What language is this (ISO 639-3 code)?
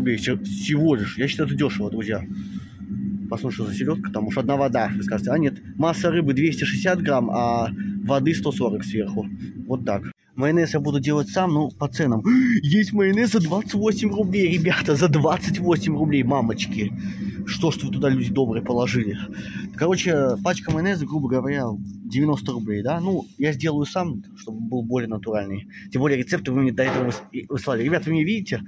rus